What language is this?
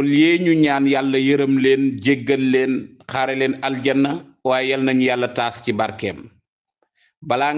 Wolof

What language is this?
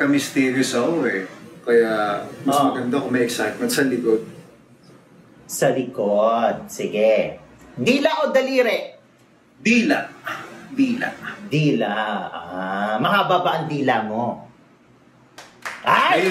Filipino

